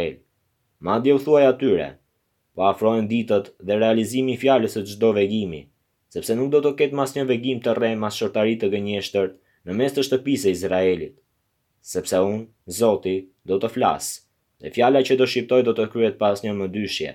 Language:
Albanian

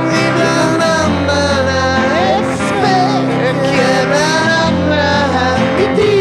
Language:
Swedish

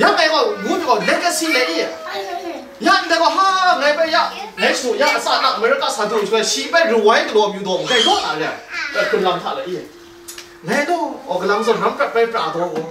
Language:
Kachin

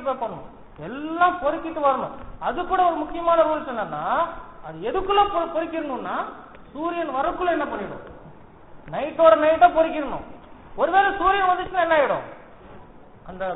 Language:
Tamil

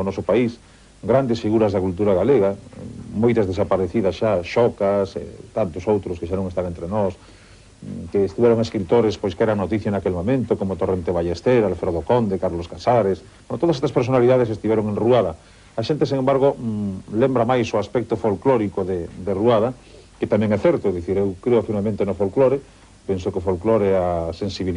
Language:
Galician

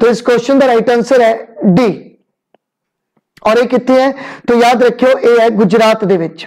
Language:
Punjabi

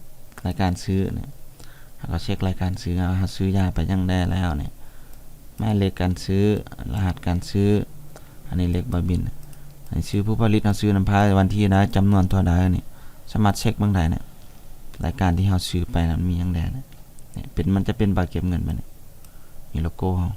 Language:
Lao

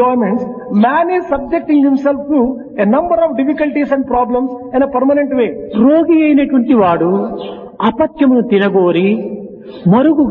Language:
Telugu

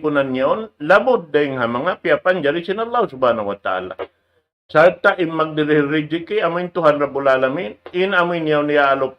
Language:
Tausug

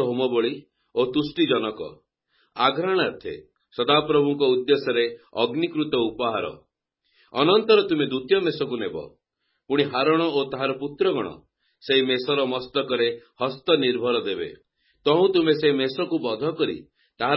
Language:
Odia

